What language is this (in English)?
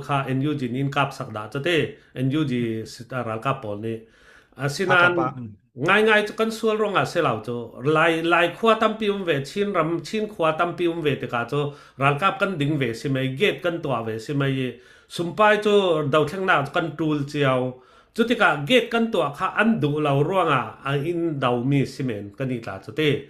Falam Chin